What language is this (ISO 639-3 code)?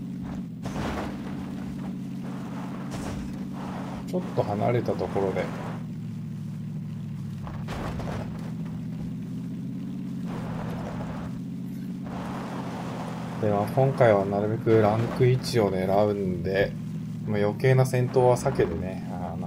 jpn